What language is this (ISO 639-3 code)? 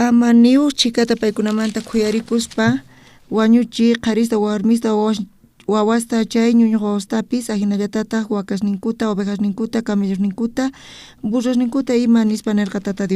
quh